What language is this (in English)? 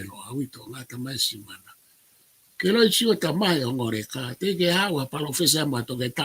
Tongan